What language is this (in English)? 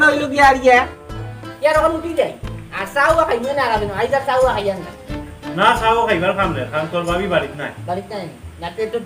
Sylheti